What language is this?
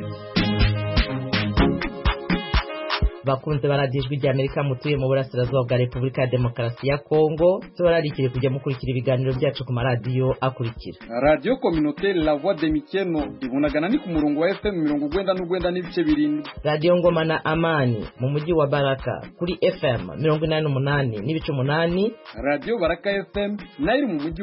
Kinyarwanda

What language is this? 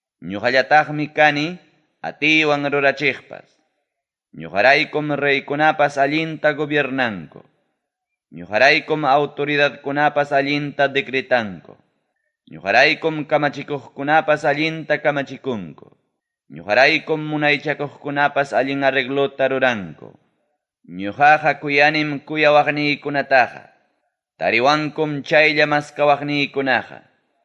Ayacucho Quechua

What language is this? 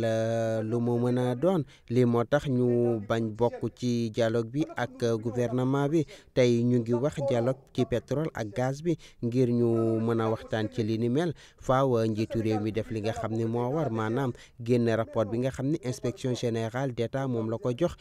Wolof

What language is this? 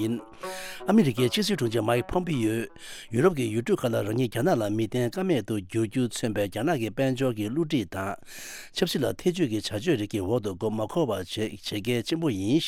Tibetan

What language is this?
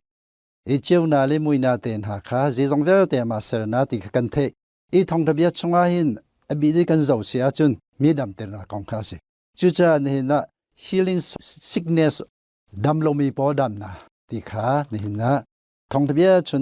Hakha Chin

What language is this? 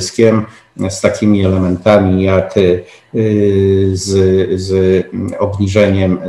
Polish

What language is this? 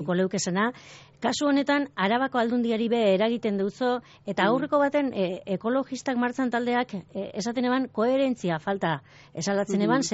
Basque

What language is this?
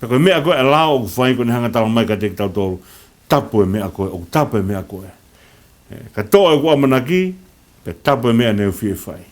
Tongan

